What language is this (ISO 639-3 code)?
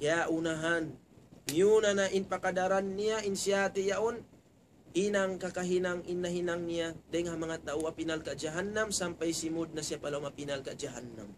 tsg